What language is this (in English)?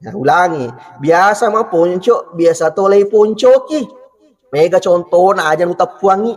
Buginese